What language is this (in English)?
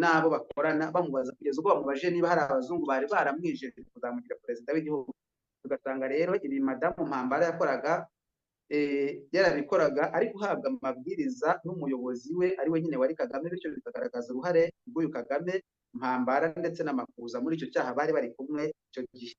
Kinyarwanda